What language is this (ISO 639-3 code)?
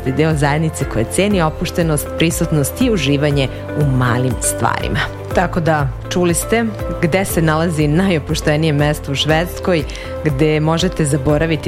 srp